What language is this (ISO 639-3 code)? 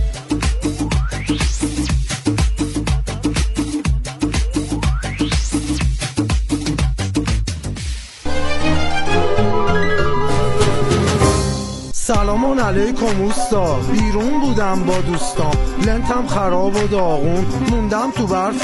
fas